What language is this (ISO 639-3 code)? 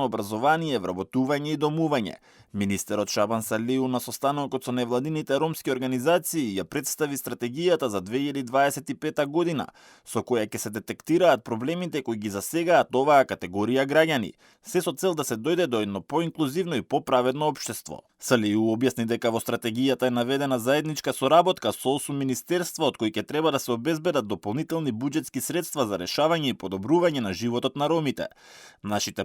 mkd